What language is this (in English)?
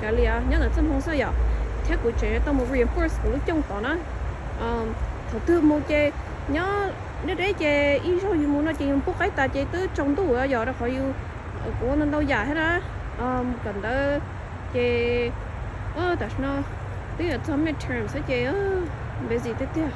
Hmong